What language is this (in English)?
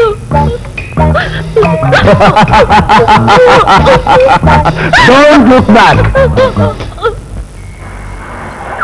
Kannada